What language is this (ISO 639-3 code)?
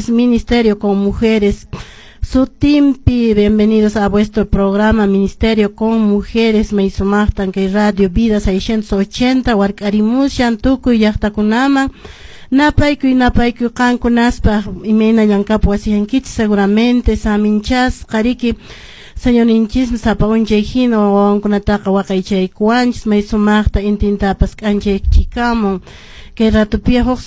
que